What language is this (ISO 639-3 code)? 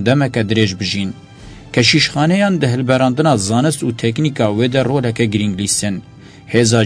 kur